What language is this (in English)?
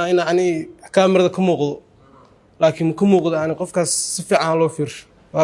Somali